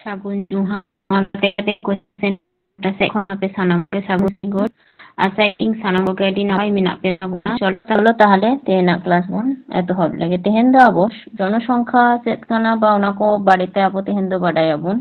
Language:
Santali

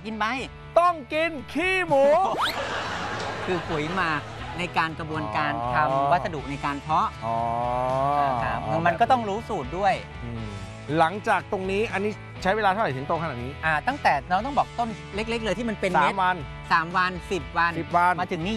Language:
Thai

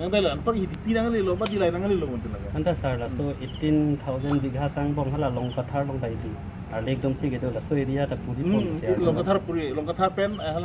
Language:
Karbi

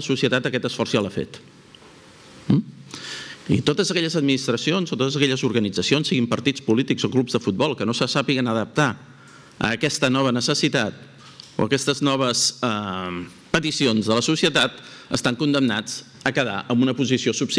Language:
Catalan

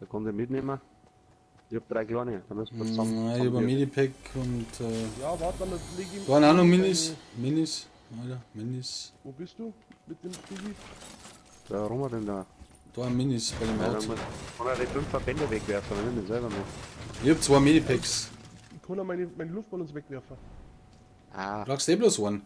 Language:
Bavarian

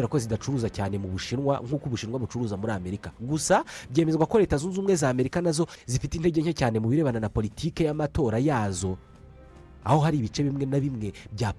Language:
Kinyarwanda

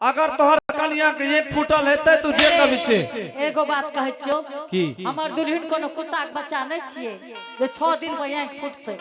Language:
Angika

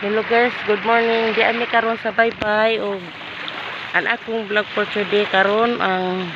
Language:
Cebuano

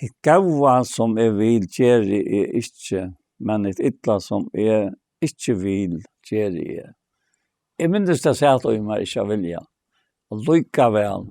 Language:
Faroese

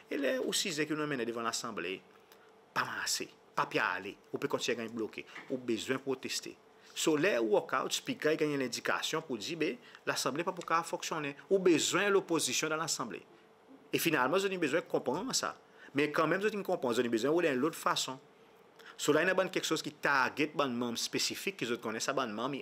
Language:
Seselwa Creole French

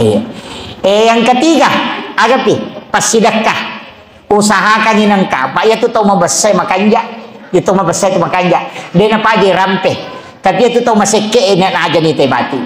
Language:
Buginese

